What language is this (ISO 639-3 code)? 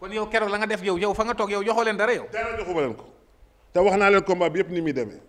wol